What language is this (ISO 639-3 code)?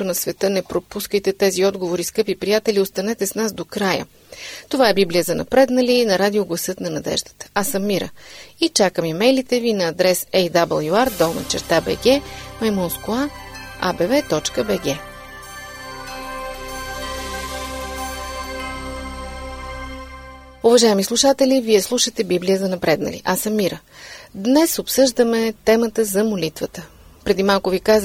bul